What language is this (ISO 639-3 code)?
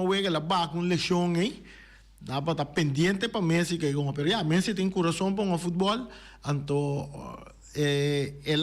pap